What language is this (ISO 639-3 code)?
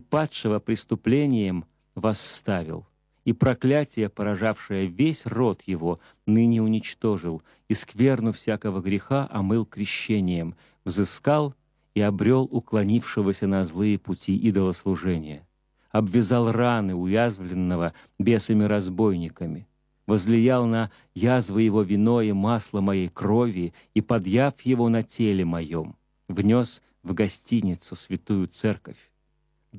rus